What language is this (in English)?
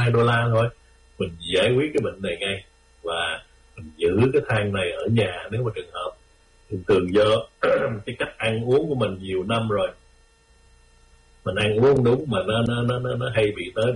Vietnamese